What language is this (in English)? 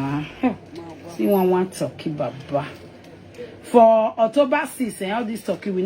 Nigerian Pidgin